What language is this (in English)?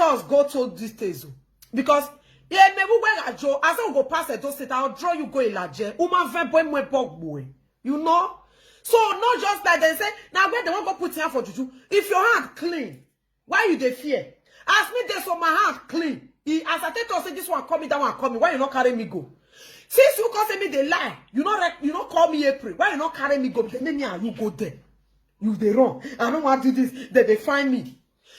Nigerian Pidgin